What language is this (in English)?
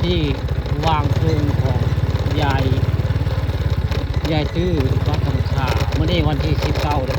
Northeastern Thai